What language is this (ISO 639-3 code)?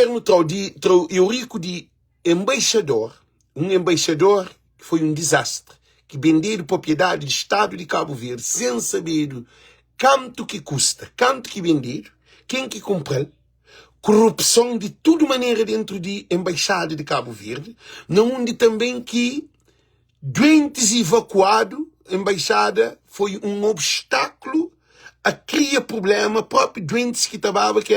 kea